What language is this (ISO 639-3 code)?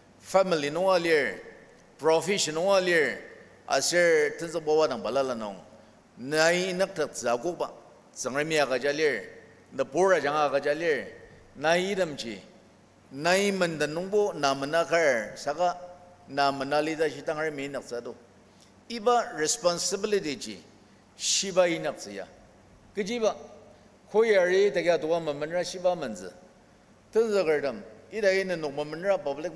njo